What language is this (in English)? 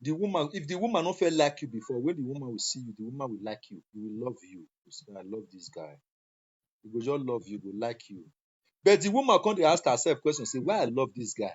Nigerian Pidgin